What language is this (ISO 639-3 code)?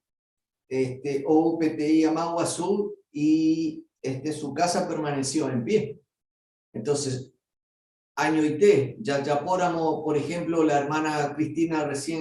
grn